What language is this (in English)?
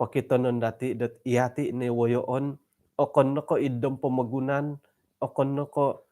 Central Dusun